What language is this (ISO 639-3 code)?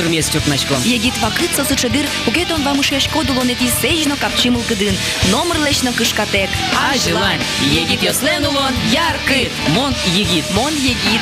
udm